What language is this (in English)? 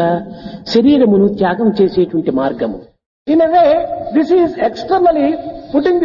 Telugu